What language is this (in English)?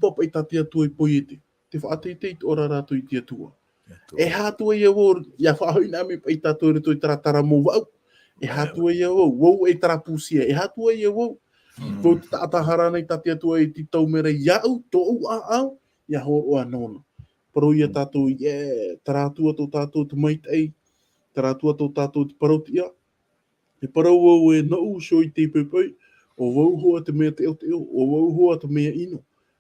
Tahitian